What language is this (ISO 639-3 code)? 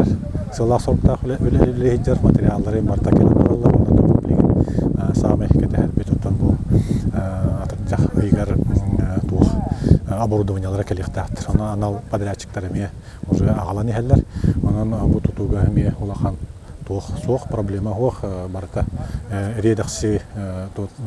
sah